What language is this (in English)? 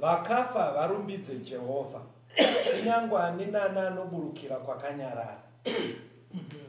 Shona